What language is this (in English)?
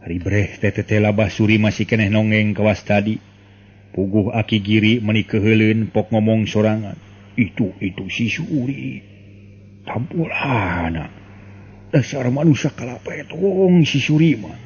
Sundanese